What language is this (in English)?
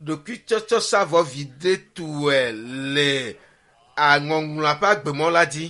Ewe